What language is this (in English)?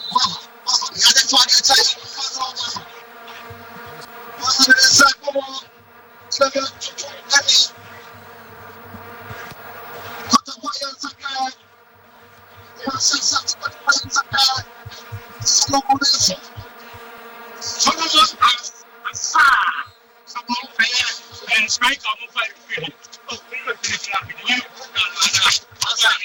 English